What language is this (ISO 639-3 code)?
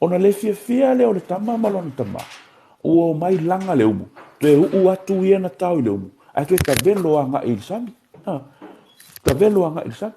smo